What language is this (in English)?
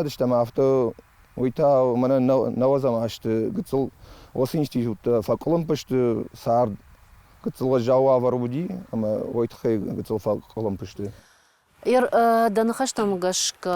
Ossetic